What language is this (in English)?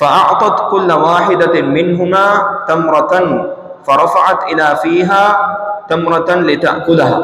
Divehi